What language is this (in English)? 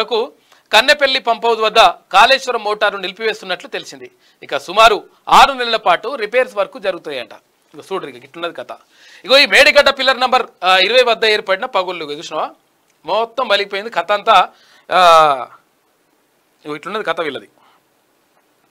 Telugu